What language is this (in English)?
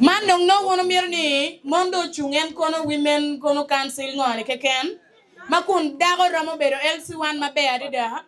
Acoli